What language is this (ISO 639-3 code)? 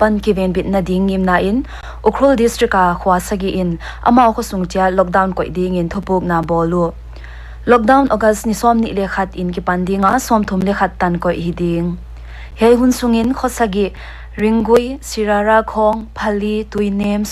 pck